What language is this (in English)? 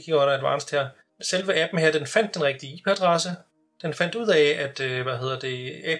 Danish